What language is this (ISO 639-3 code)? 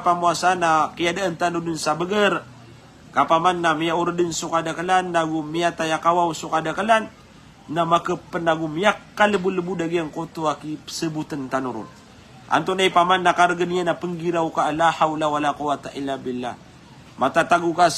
mrw